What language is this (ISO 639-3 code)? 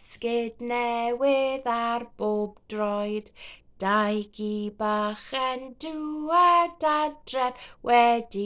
cym